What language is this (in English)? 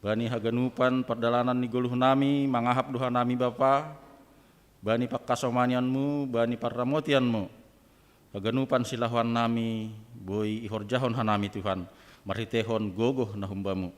Batak Simalungun